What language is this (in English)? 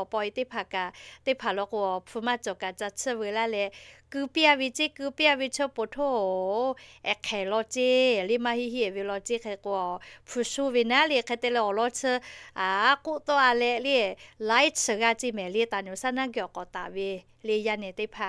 Lahu